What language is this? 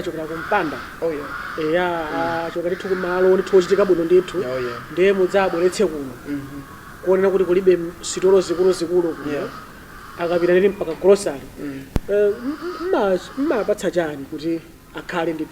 Nyanja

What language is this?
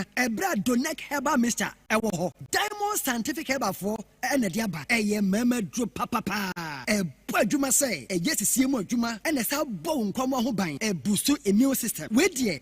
Akan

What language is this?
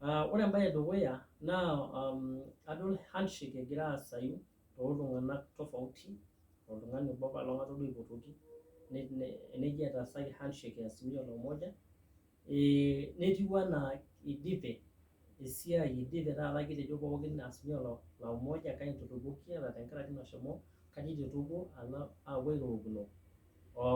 Masai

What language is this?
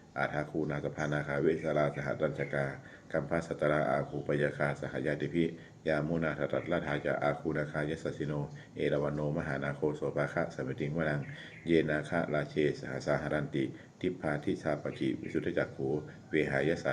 Pali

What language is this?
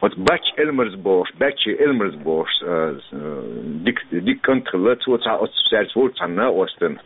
Chechen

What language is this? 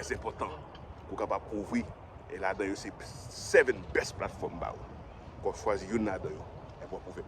Haitian Creole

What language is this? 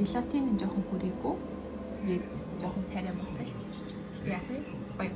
Mongolian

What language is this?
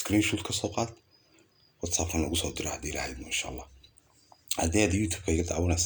Somali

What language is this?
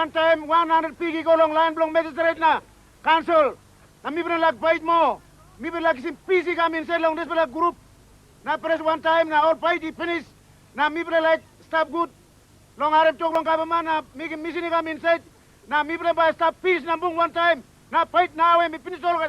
Tok Pisin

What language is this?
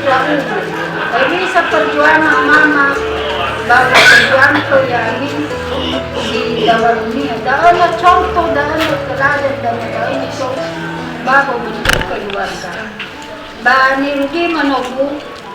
Nias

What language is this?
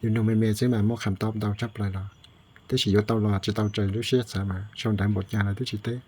Hmong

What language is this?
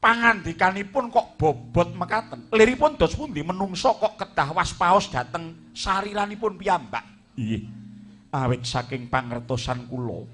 Javanese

